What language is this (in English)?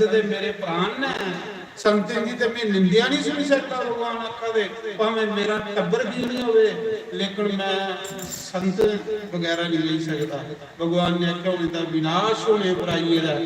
Dogri